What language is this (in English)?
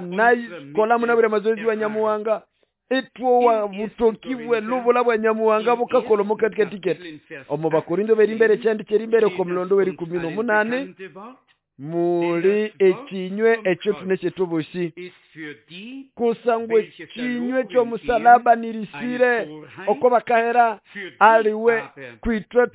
Nande